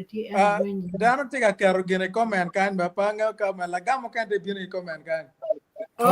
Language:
Acoli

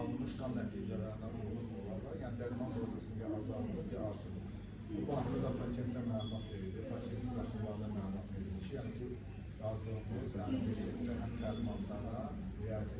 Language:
Azerbaijani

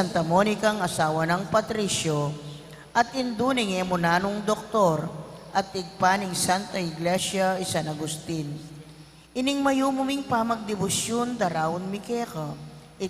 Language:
Pampanga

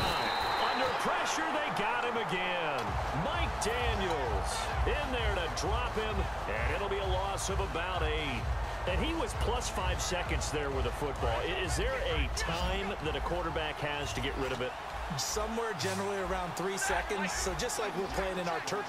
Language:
English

